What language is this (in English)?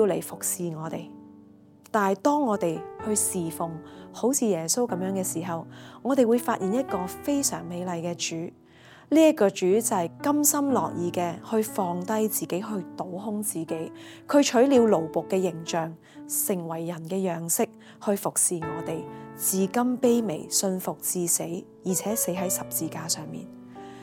Cantonese